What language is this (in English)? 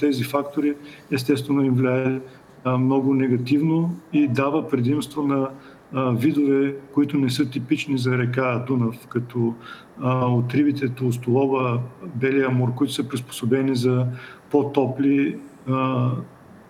Bulgarian